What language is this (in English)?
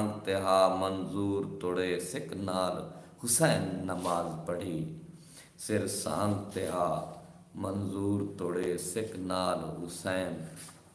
Saraiki